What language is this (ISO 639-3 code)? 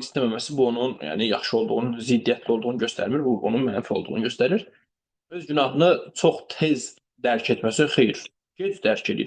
aze